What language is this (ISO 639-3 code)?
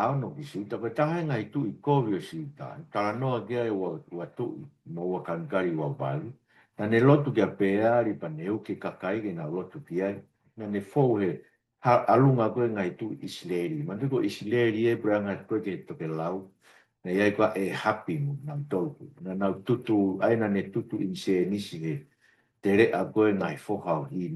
ton